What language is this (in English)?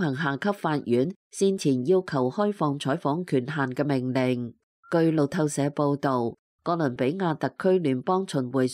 Cantonese